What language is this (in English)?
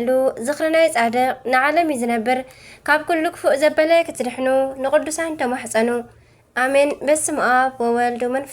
Tigrinya